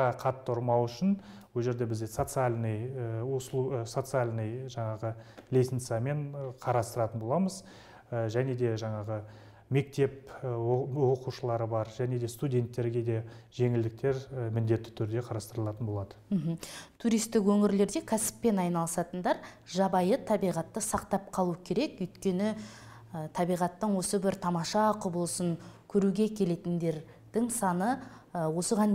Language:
Kazakh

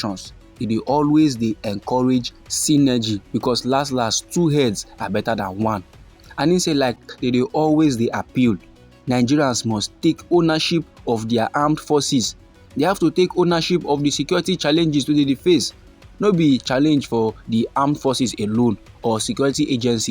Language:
Nigerian Pidgin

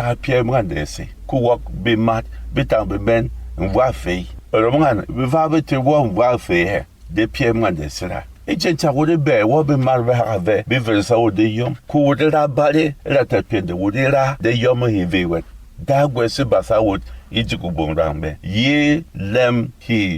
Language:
Berom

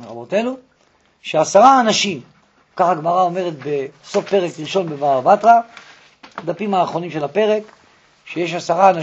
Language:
Hebrew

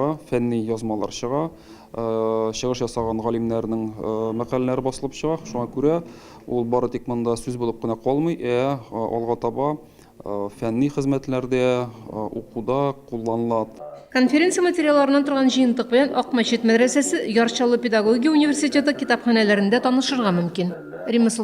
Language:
Tatar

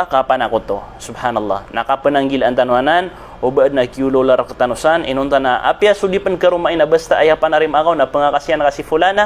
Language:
Maranao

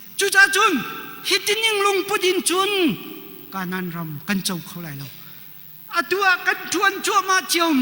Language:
Hakha Chin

